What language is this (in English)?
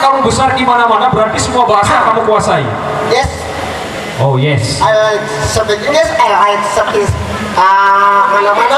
Sasak